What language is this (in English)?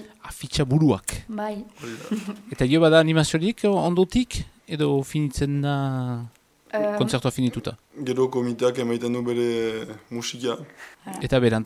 Basque